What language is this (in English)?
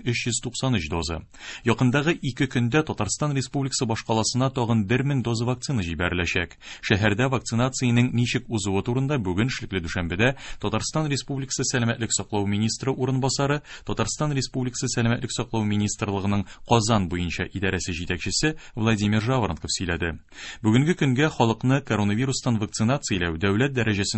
Tatar